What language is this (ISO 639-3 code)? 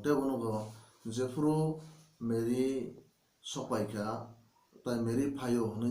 trp